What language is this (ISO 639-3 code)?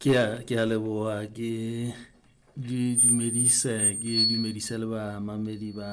sot